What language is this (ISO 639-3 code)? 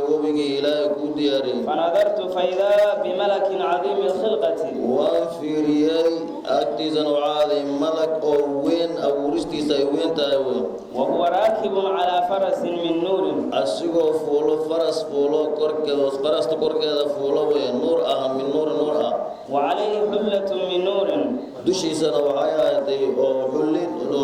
som